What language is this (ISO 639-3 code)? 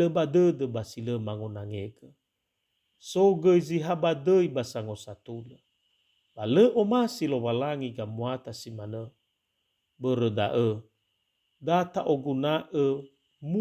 nia